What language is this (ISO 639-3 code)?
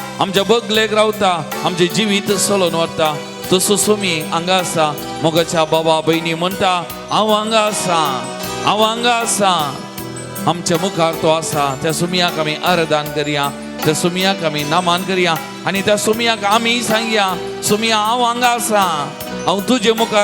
kok